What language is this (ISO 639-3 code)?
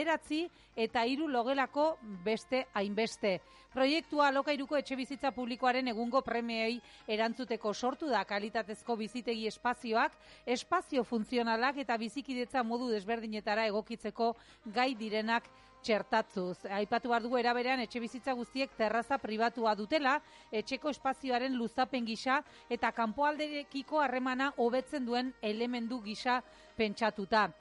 eus